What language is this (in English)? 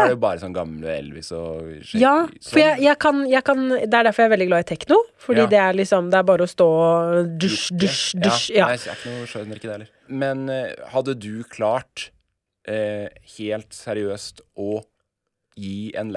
Norwegian